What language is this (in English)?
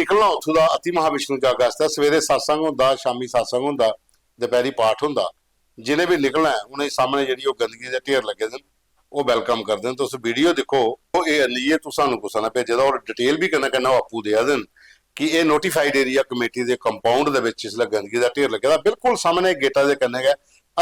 Dogri